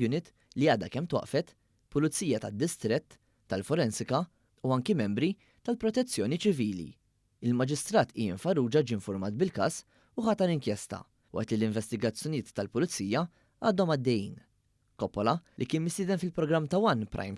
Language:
Maltese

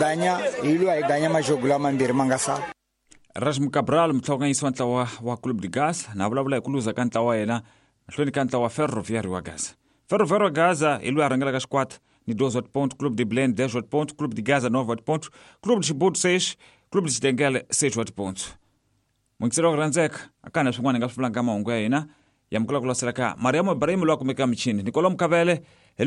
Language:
Tsonga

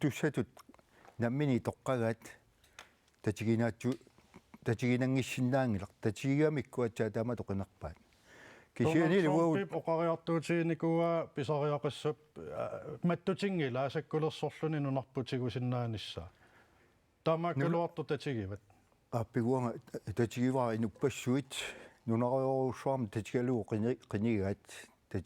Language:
Kalaallisut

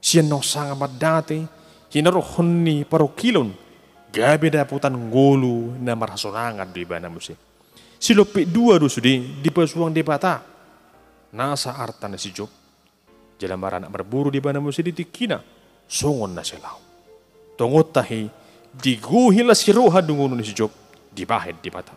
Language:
Batak Toba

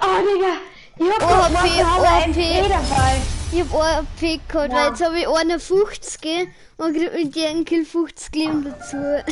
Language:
Bavarian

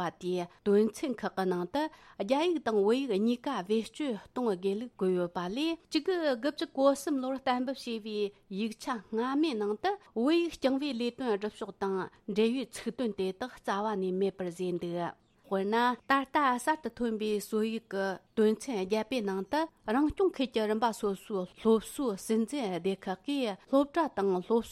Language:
Tibetan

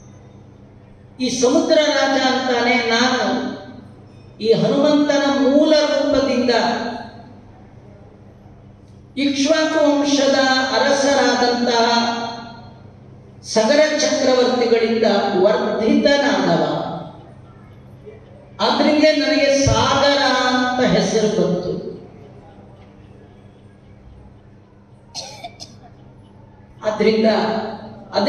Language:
Kannada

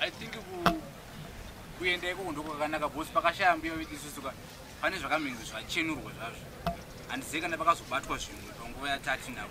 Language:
Shona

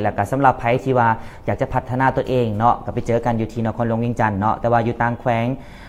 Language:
Lao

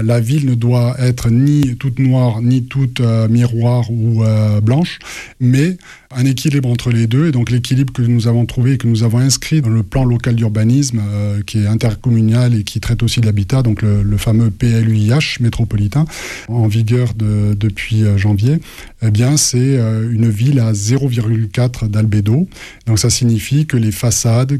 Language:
French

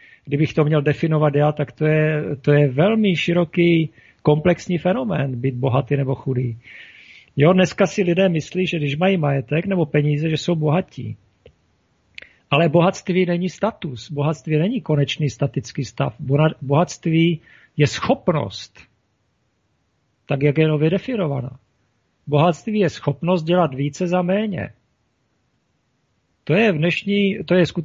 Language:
Czech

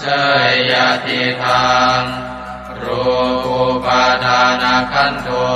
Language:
Pali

